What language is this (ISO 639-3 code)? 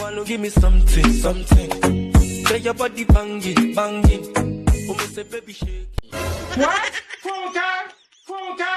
pcm